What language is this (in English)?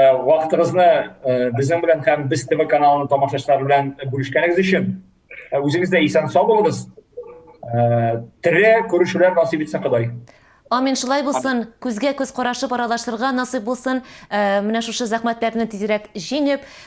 Tatar